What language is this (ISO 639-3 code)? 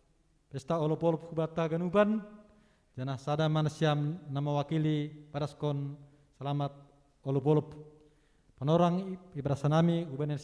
bts